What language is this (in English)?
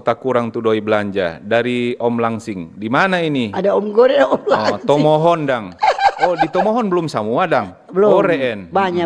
Manado Malay